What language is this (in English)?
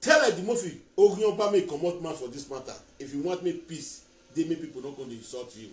Nigerian Pidgin